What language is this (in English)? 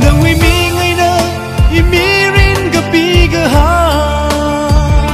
Tangkhul Naga (India)